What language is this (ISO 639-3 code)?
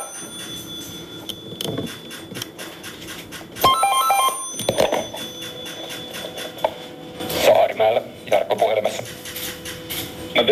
swe